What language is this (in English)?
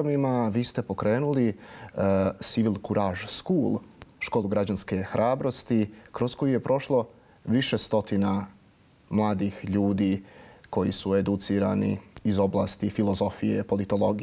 Serbian